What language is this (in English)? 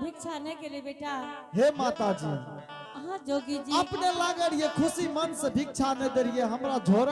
Angika